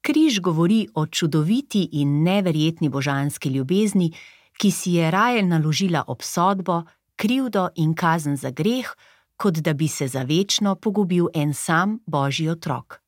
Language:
Slovenian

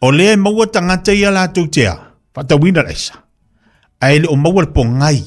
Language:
Samoan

